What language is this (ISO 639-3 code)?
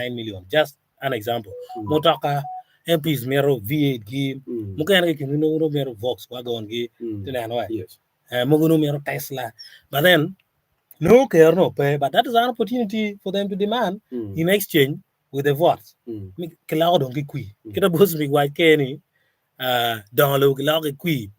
ach